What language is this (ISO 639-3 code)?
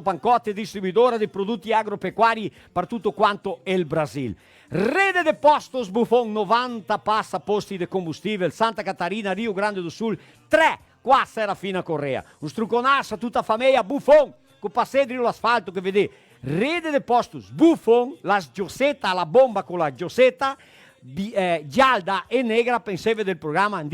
vec